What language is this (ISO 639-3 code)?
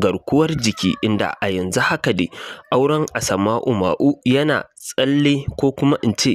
hau